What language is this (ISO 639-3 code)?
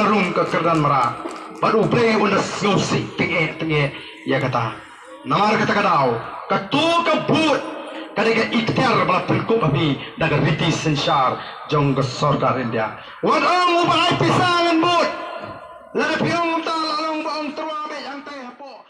kha